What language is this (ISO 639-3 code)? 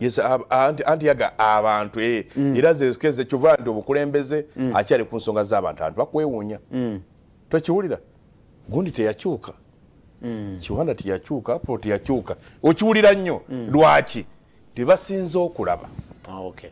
lug